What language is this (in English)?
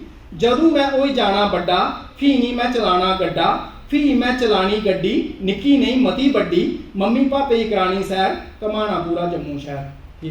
Dogri